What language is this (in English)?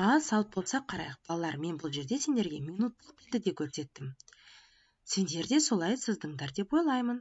Kazakh